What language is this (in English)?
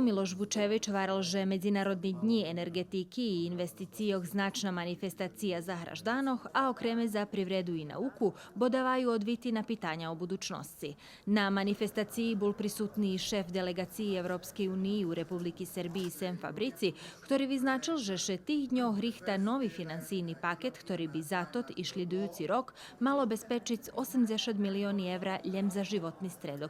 Rusyn